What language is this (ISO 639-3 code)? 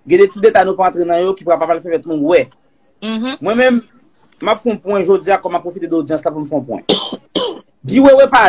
hat